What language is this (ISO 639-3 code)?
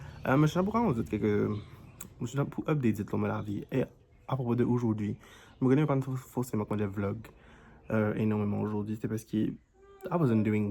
mfe